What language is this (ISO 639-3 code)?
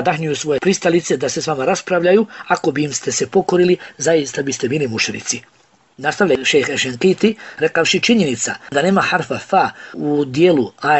bos